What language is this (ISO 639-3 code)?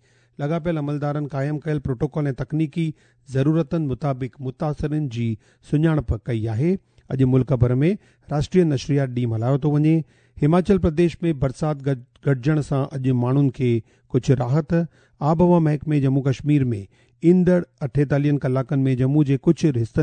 snd